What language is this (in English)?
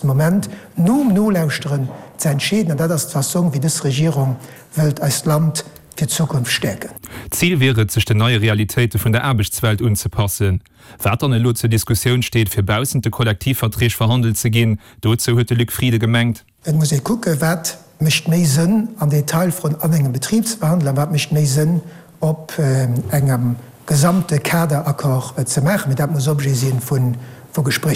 Luxembourgish